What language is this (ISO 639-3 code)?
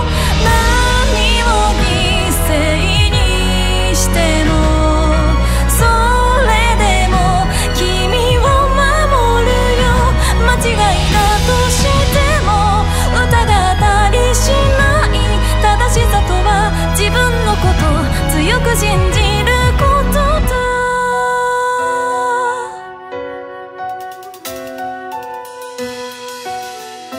jpn